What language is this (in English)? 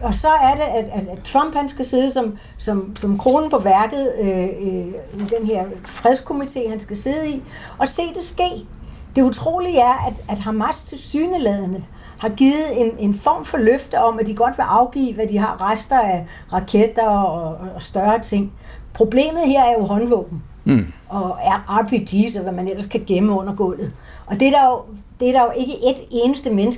Danish